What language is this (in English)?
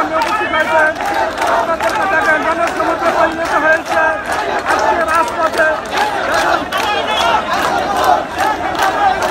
Bangla